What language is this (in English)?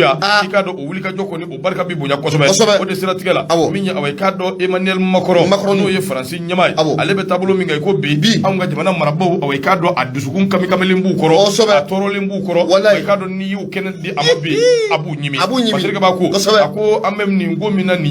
Bambara